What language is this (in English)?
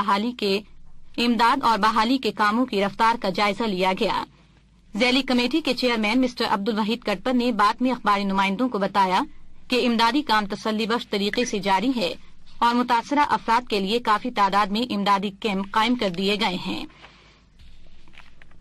Urdu